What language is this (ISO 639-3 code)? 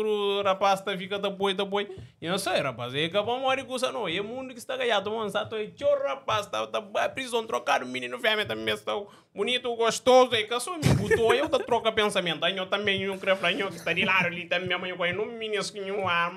kea